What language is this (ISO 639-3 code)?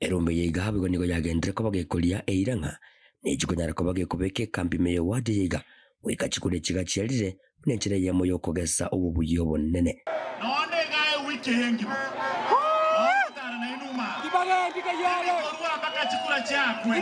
guz